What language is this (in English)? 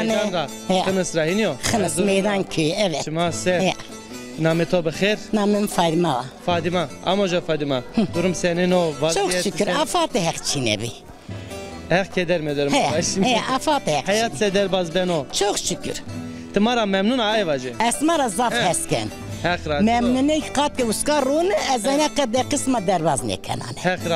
Zaza